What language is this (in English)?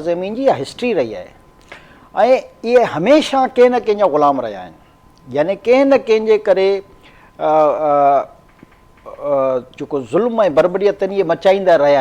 Sindhi